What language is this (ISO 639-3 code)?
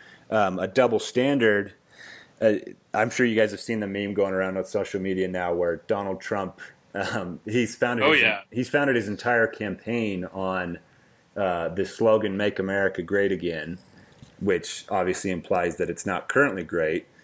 eng